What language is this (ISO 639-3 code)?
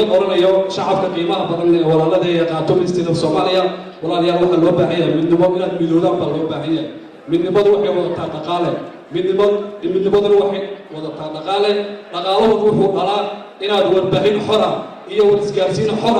som